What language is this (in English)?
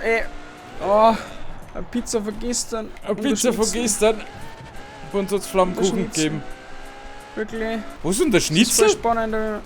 Bavarian